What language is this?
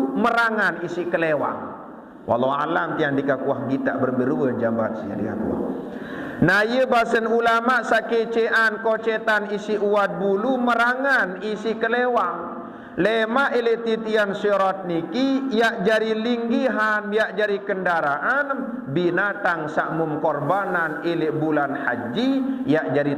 Sasak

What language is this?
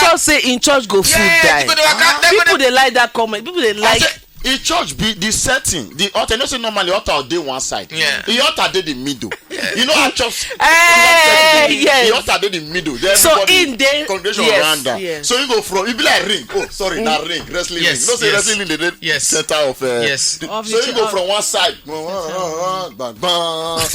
Nigerian Pidgin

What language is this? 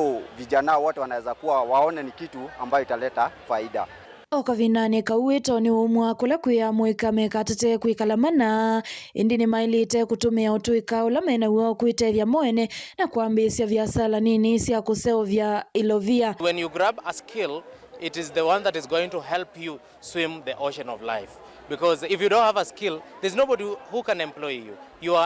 Kamba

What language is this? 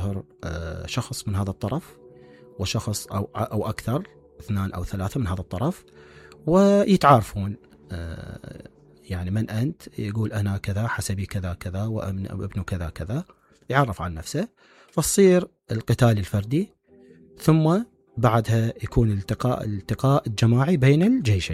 Mesopotamian Arabic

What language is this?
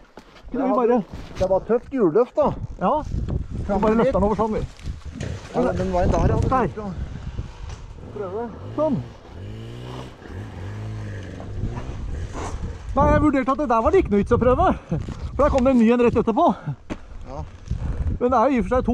Norwegian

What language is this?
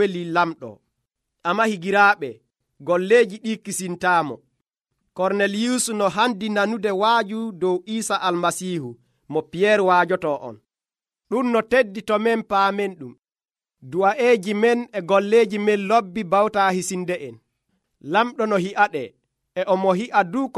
Nigerian Fulfulde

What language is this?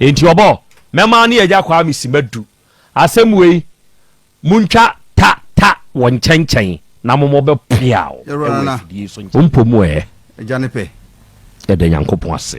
Akan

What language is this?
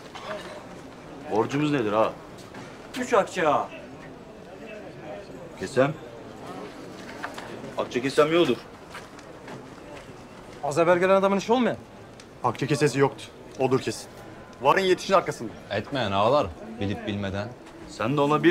Turkish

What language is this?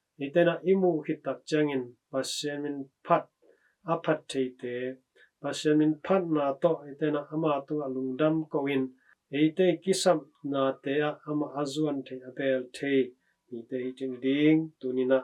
Tedim Chin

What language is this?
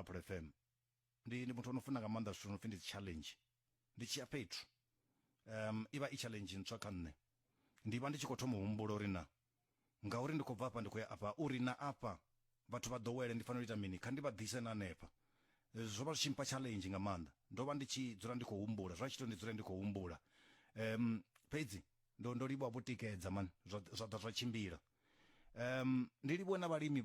Venda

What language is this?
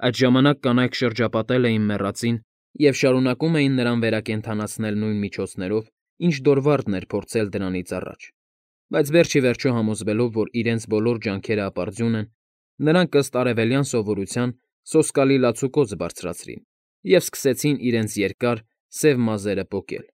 Armenian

